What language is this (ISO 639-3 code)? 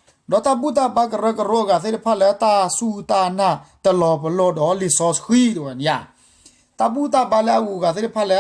ksw